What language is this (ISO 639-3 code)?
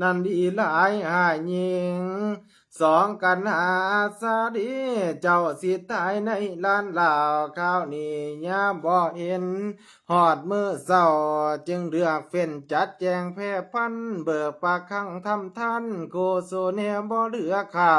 lao